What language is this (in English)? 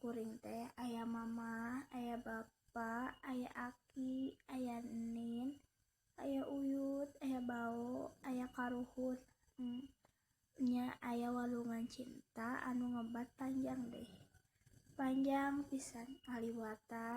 Sundanese